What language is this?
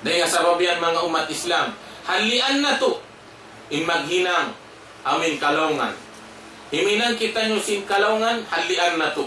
Tausug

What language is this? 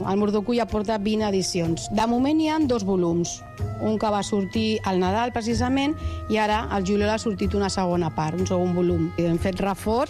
Catalan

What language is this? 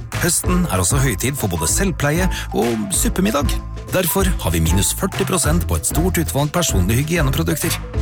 Norwegian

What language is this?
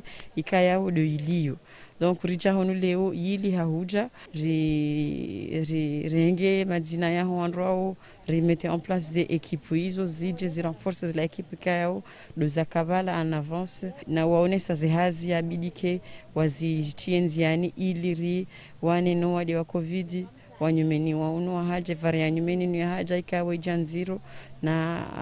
Ngazidja Comorian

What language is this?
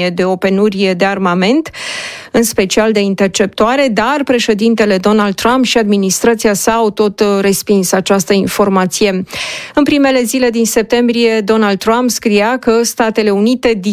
Romanian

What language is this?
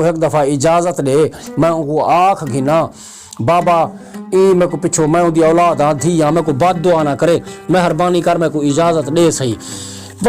Saraiki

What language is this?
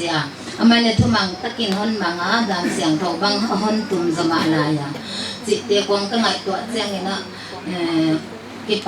Paite Chin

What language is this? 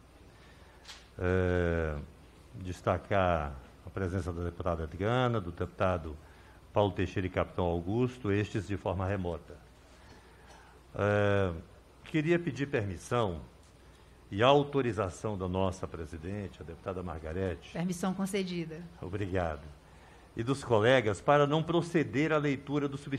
Portuguese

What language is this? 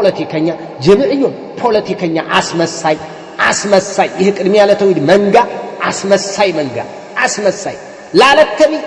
Amharic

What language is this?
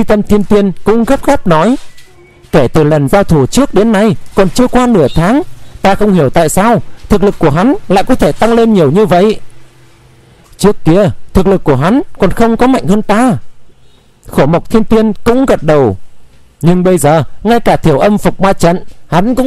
Vietnamese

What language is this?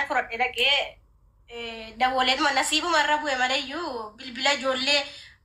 Oromo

